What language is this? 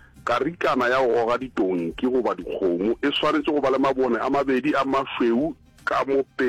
Northern Sotho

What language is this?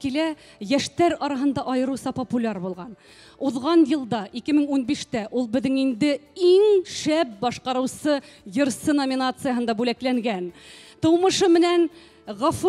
Bashkir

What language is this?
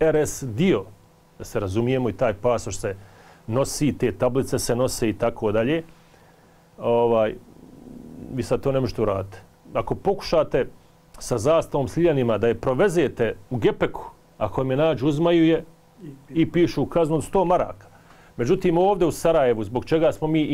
Bosnian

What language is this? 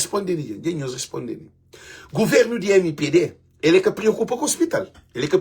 Kabuverdianu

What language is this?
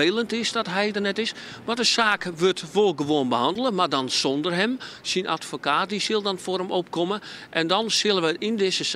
Western Frisian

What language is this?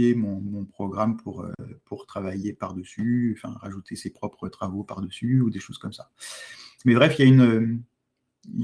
French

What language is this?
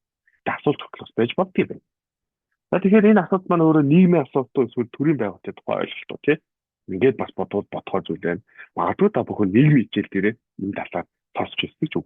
Mongolian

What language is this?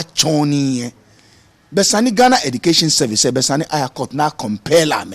Ga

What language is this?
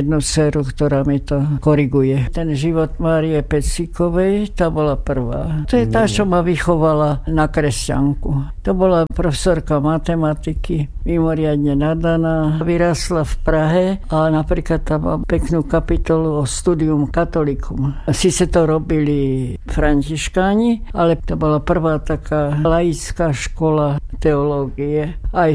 Slovak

